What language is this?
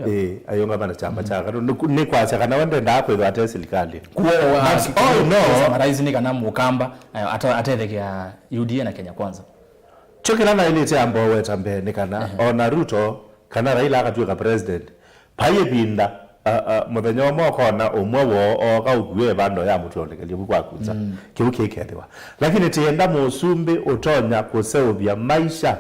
Kamba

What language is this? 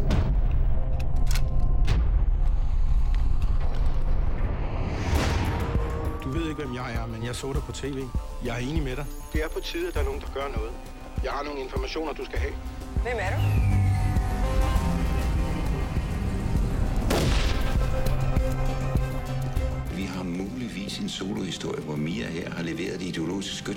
Danish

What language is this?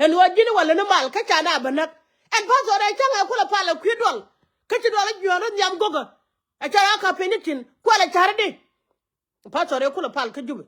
Nuer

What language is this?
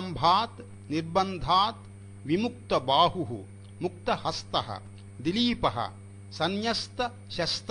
Sanskrit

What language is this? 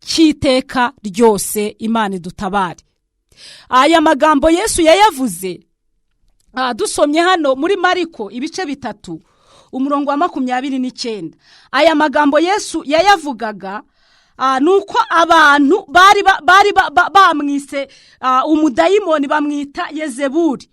Kinyarwanda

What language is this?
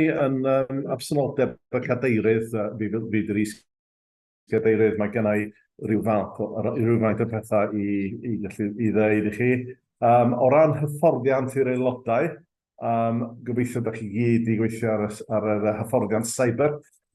Welsh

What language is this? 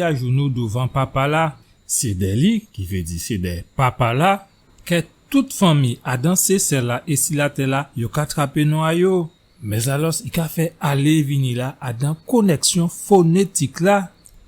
Guadeloupean Creole French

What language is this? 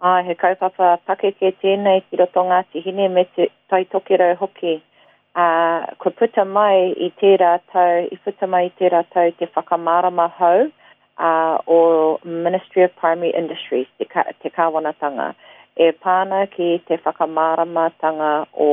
Māori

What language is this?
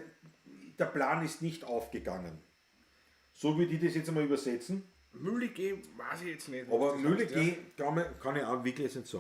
Bavarian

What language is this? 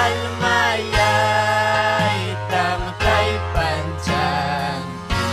Ayacucho Quechua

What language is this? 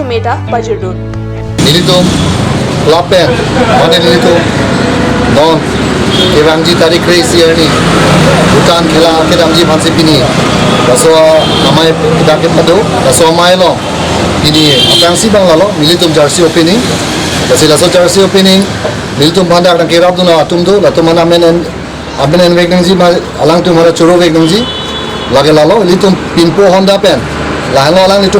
Karbi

